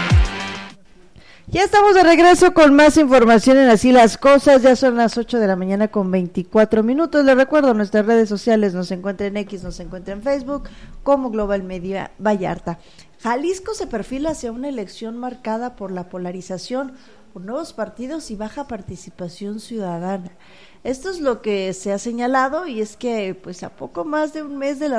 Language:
Spanish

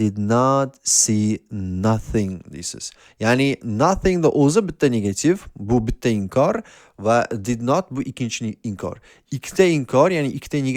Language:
Uzbek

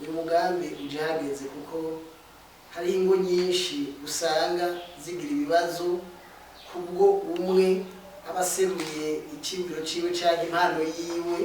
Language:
Rundi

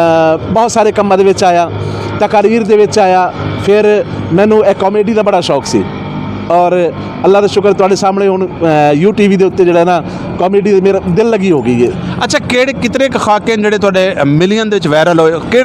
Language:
Western Panjabi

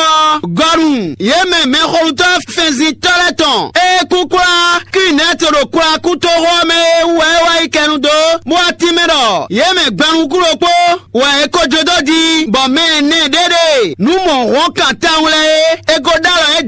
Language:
Fon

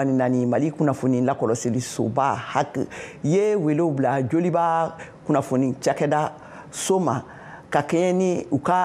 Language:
Bambara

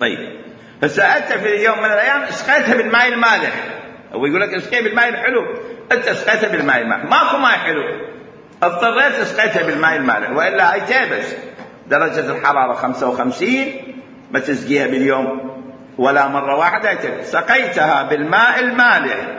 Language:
Mesopotamian Arabic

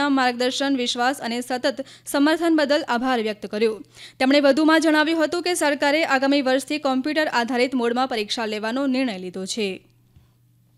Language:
Gujarati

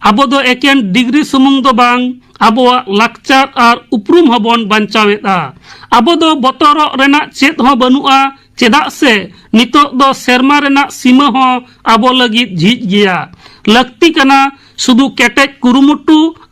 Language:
Santali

